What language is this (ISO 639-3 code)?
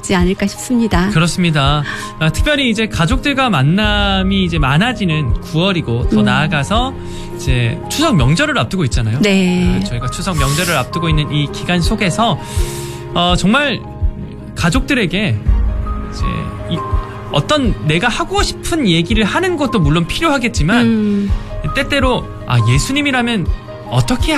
kor